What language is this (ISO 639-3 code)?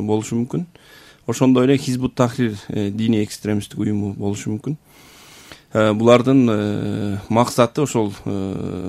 kir